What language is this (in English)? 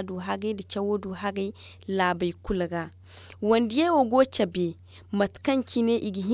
Zarma